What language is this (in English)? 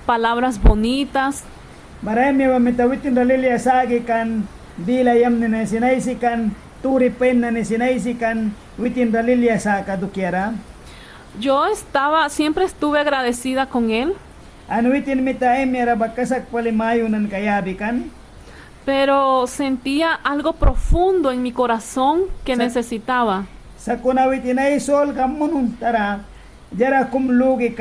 Mískito